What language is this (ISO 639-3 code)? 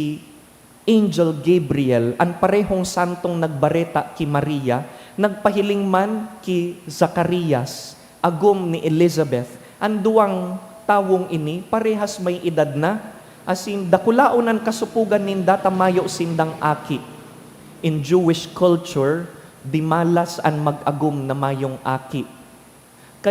bik